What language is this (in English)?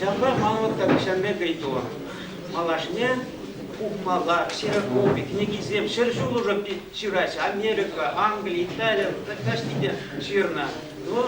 Chuvash